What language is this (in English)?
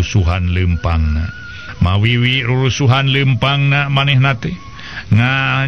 Sundanese